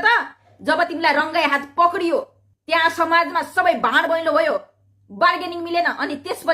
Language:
Nepali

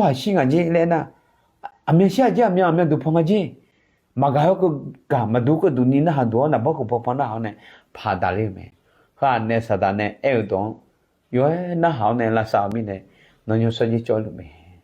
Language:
Akha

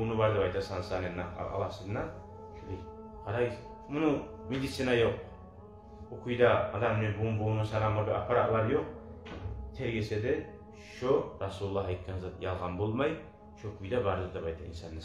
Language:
Kumyk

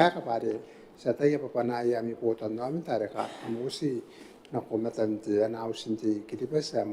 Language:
Gilbertese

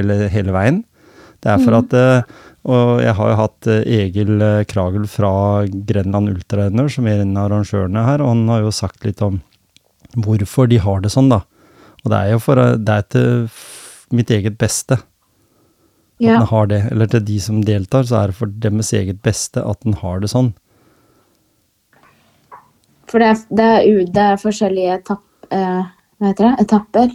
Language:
Norwegian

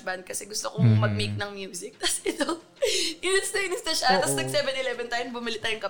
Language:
Filipino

